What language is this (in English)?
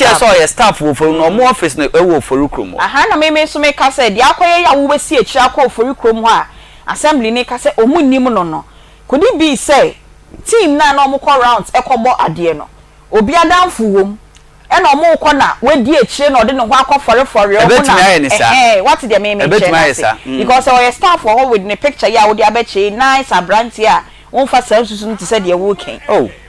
Akan